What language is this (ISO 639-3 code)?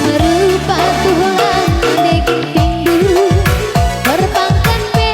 btx